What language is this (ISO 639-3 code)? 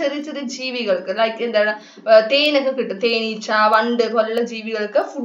mal